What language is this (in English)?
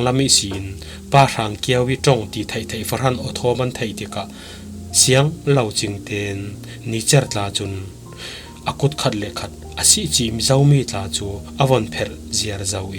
Falam Chin